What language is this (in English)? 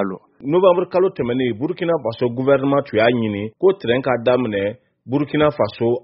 Bambara